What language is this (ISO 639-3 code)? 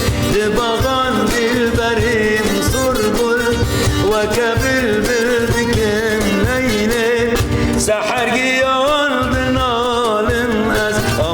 kur